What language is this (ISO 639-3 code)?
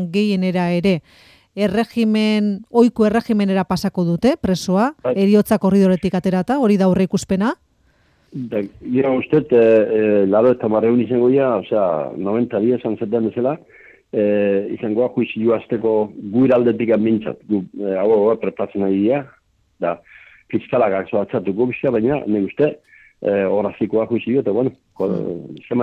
eus